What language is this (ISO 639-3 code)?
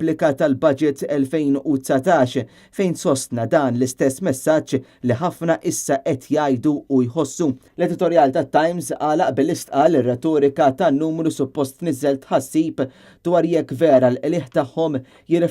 mlt